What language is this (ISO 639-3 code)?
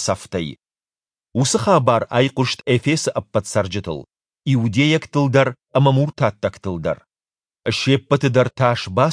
oss